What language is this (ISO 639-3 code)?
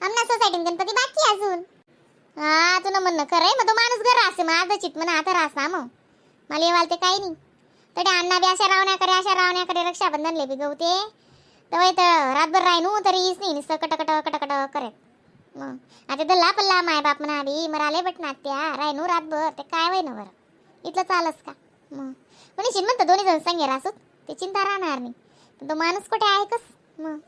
khn